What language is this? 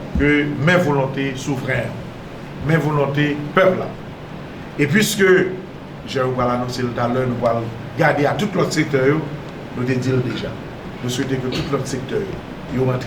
Haitian Creole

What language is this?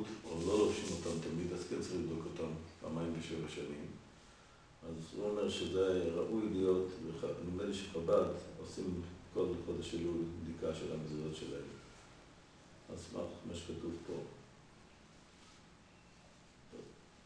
Hebrew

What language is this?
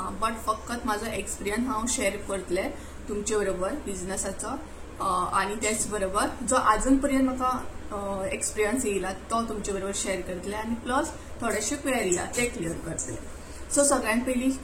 Konkani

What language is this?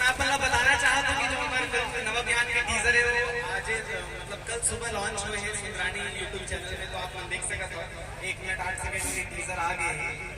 Chhattisgarhi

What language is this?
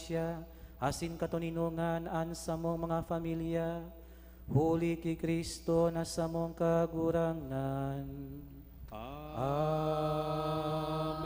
Bikol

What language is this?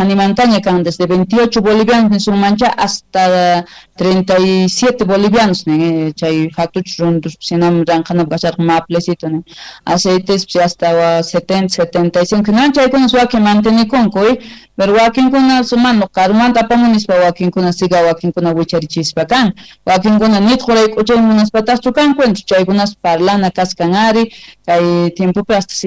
South Bolivian Quechua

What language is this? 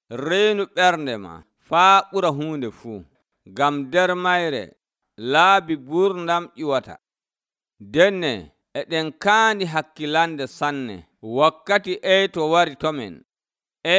Nigerian Fulfulde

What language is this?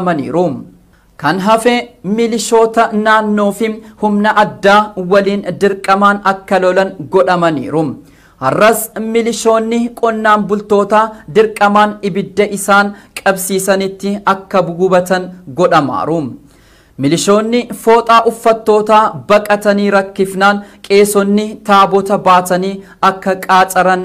Oromo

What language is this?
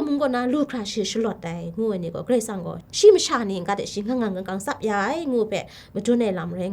Kachin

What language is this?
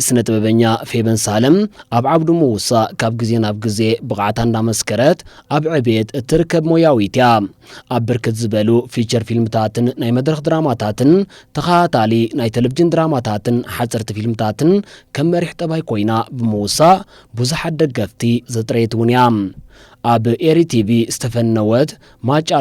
Tigrinya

